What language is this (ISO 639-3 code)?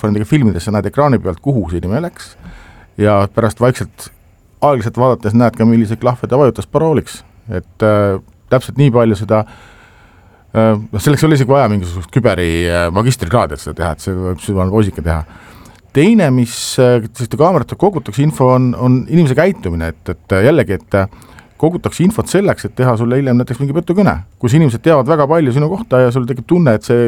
est